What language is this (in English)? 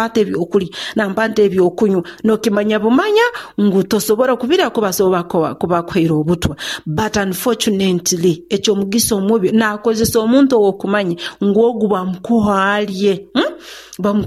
Nyoro